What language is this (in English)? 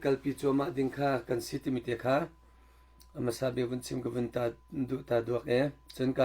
Hakha Chin